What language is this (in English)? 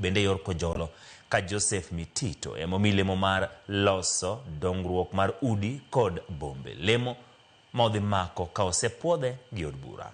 Luo (Kenya and Tanzania)